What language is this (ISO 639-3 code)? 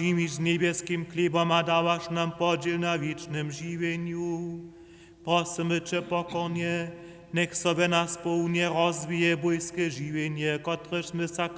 hsb